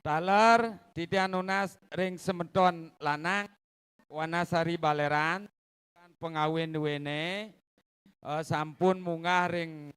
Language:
Balinese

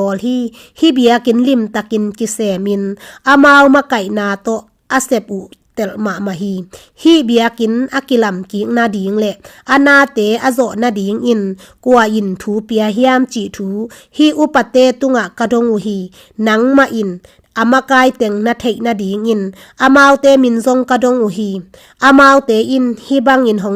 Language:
Tedim Chin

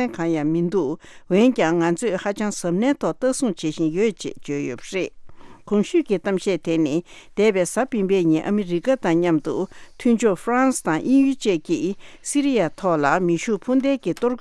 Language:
Tibetan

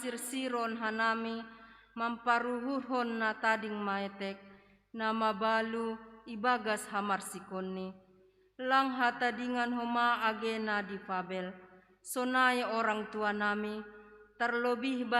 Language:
Batak Simalungun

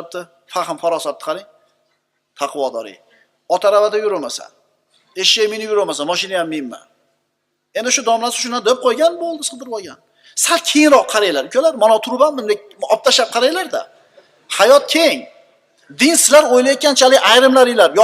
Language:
Uzbek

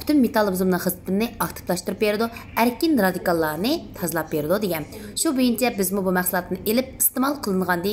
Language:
Uyghur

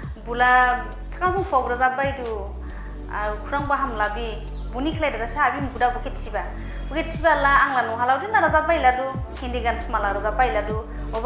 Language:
Dimasa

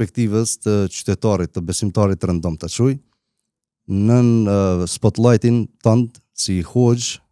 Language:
Albanian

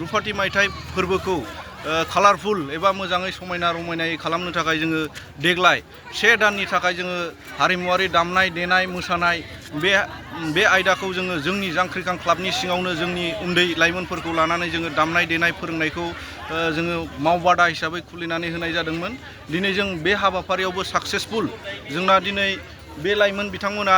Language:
Bodo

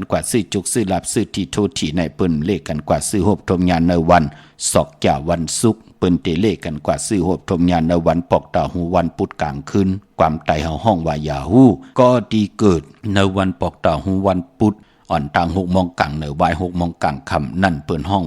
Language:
Shan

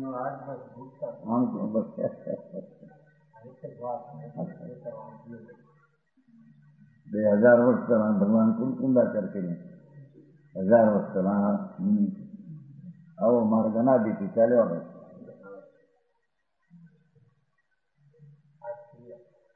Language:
Gujarati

